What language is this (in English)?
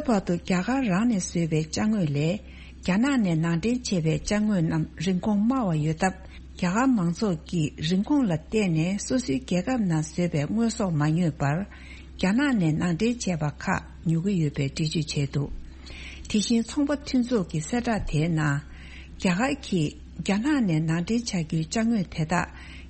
Tibetan